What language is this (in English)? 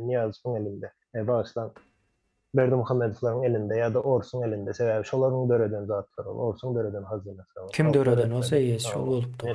Turkmen